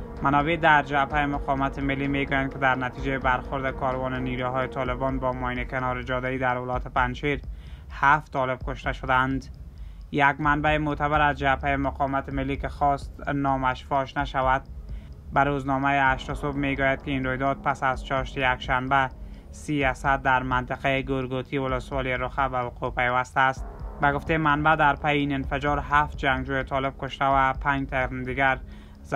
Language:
Persian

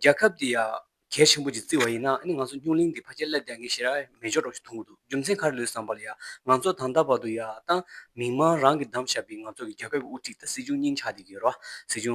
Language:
Tibetan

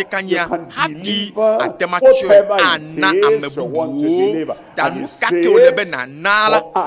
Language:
Ewe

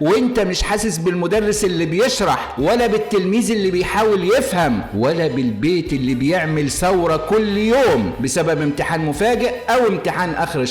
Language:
Egyptian Arabic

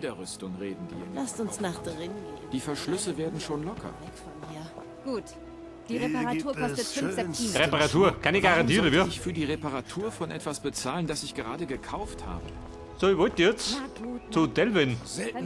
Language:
Bavarian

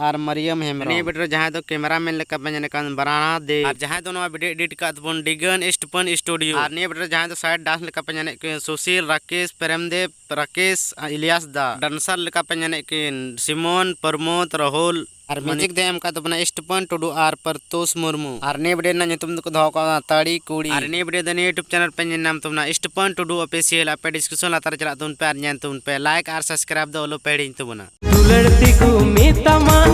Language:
Santali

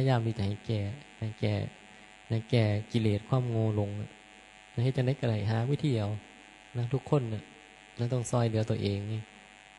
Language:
Northeastern Thai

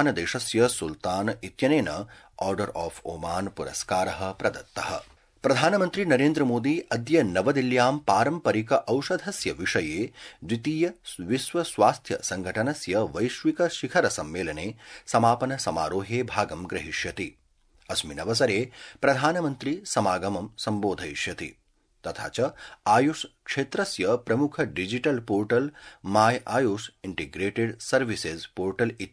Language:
Sanskrit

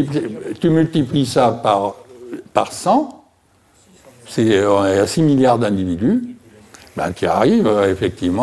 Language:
French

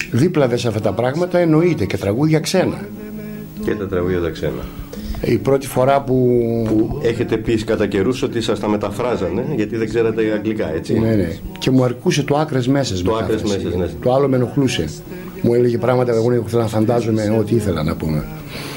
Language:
Greek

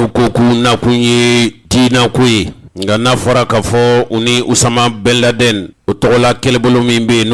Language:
Bambara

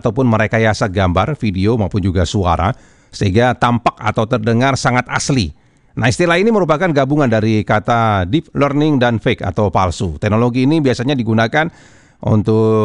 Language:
Indonesian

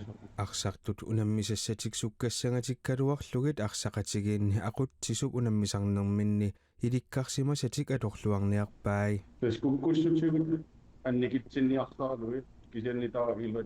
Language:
Kalaallisut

